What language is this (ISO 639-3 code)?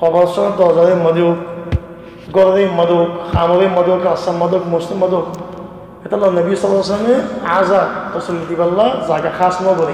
rhg